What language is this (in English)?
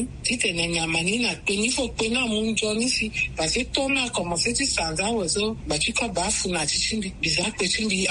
Sango